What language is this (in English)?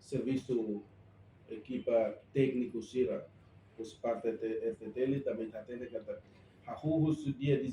Tetum